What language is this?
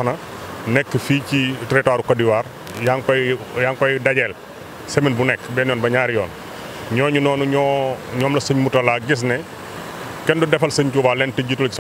Wolof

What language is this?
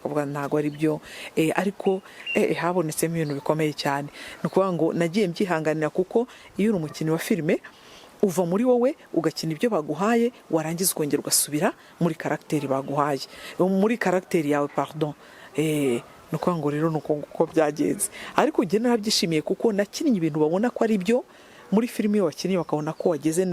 Kinyarwanda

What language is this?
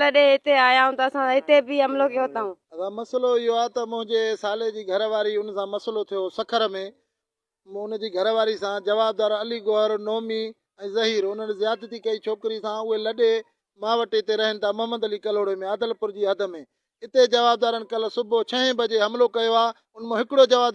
Sindhi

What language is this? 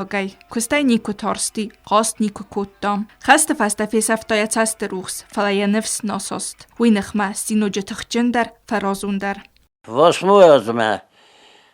Ossetic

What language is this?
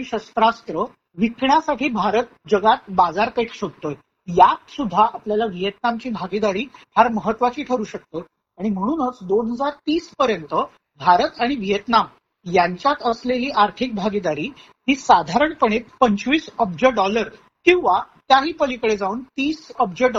Marathi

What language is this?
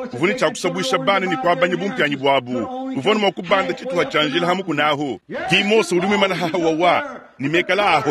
Luba-Lulua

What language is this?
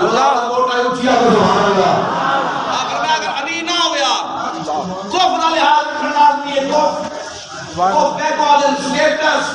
Saraiki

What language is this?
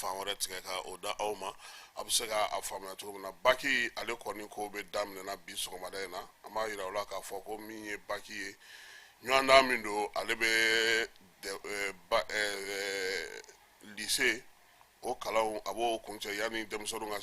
Bambara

